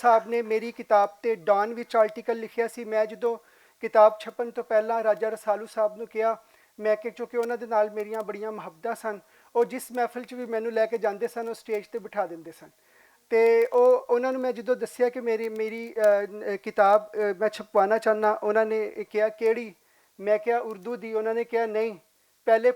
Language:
Western Panjabi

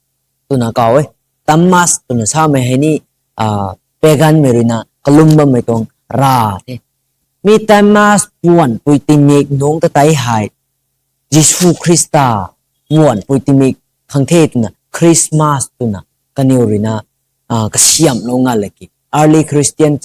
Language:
Rongmei Naga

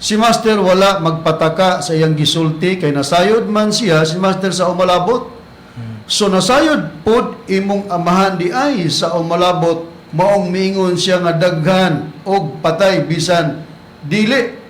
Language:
Cebuano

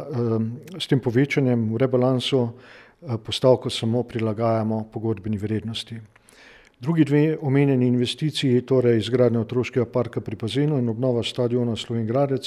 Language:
Slovenian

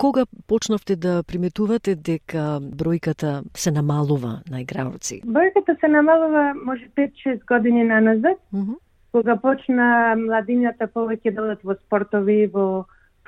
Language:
Macedonian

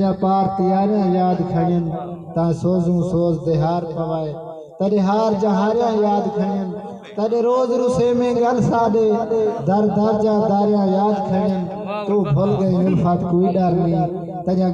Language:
Saraiki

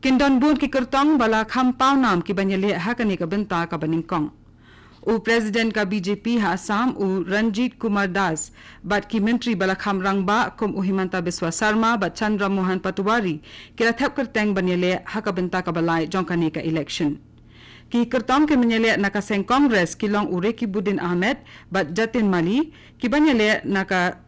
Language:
Khasi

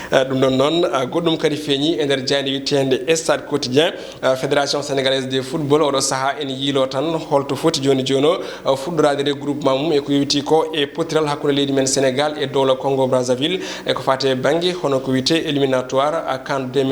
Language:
Fula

